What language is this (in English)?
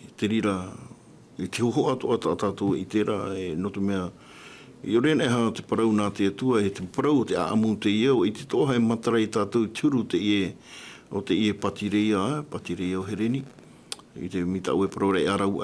Tahitian